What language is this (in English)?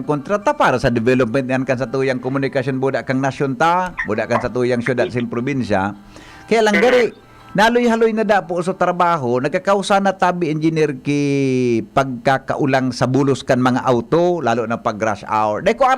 Bikol